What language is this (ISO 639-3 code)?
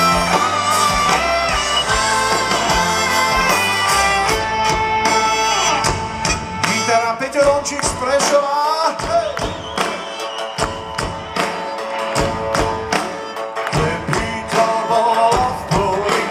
slk